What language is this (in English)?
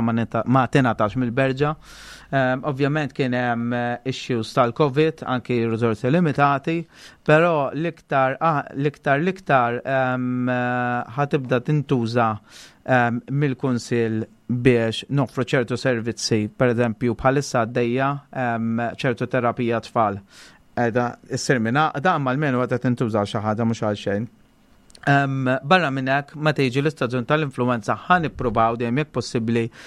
Maltese